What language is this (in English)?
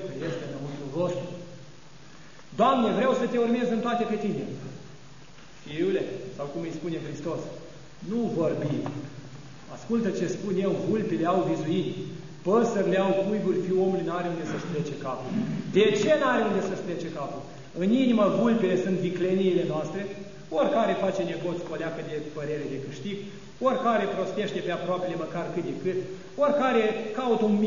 Romanian